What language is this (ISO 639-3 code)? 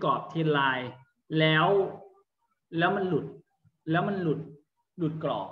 tha